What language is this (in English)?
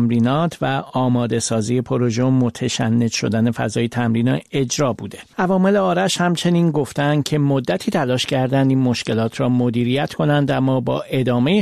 Persian